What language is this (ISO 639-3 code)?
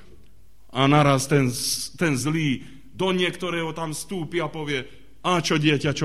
slk